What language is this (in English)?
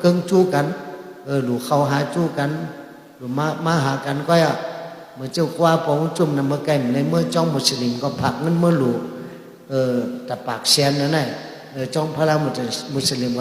Shan